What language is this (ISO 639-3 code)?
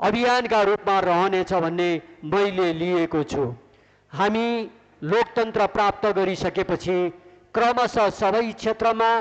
nep